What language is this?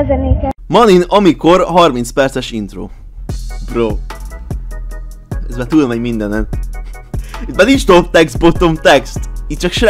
Hungarian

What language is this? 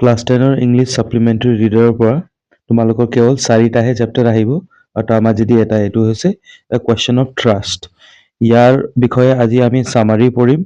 Assamese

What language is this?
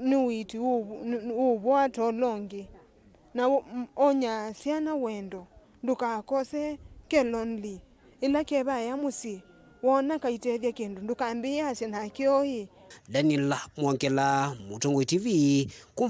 Kamba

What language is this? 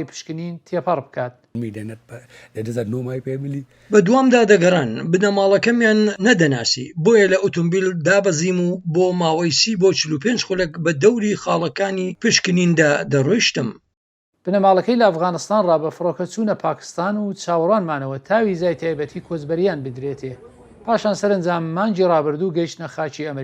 Central Kurdish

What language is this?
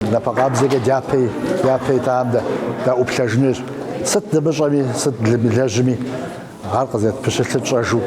Kabardian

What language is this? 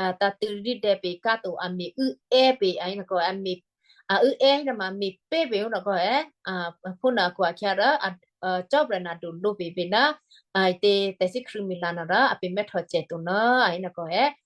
Western Kayah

